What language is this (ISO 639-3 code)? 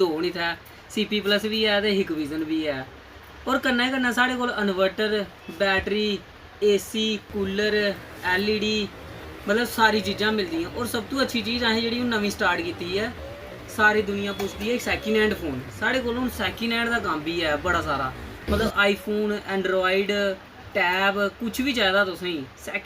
doi